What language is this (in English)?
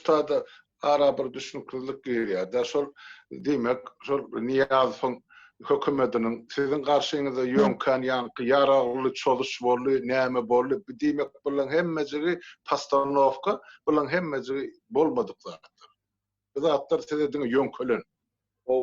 Turkmen